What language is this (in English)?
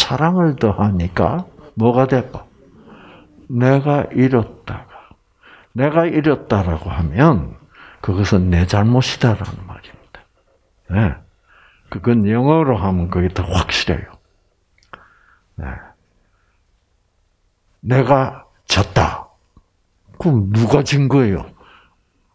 Korean